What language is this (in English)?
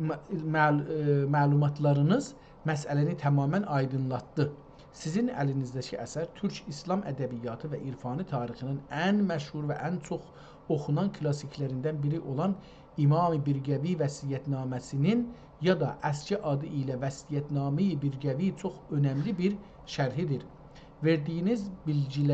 South Azerbaijani